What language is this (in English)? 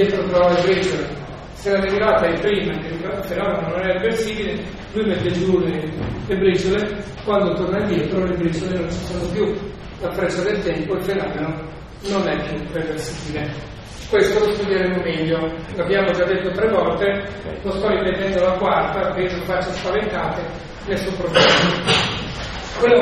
Italian